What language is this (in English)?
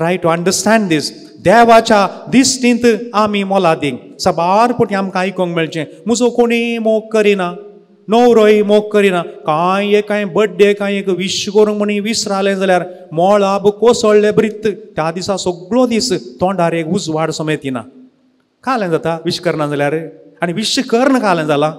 Konkani